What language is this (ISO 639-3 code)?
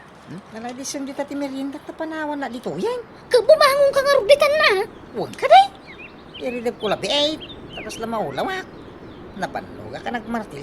ilo